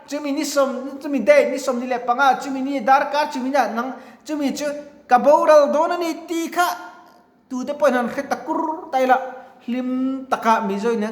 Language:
Mizo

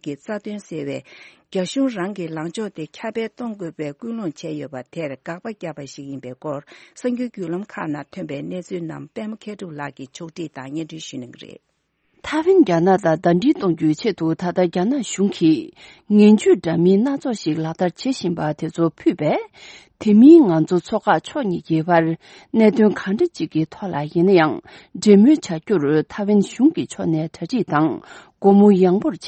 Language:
Tibetan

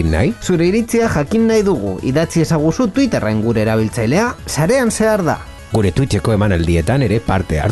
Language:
Basque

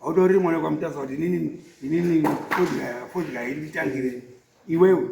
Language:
Shona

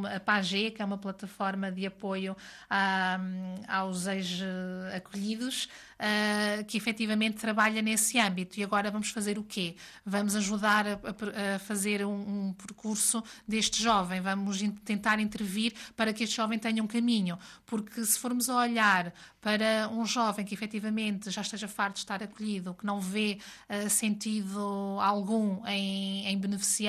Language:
Portuguese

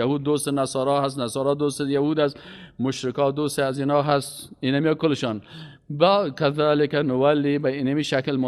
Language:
Persian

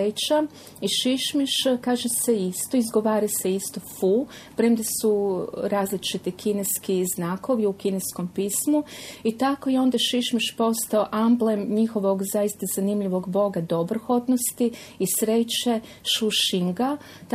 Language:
Croatian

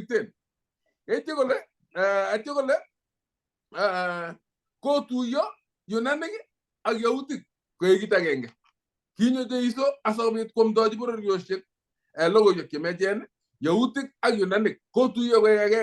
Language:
Kalenjin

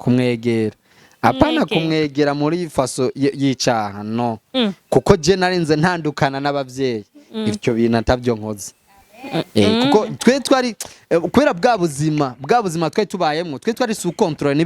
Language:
Rundi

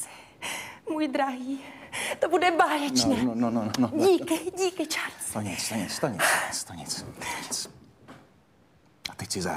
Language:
Czech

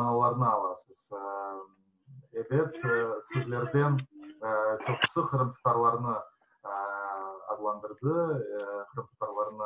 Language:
Crimean Tatar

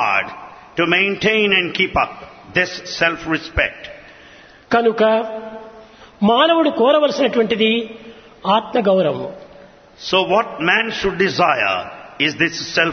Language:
Telugu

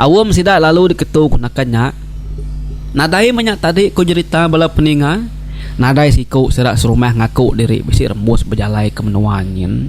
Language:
Iban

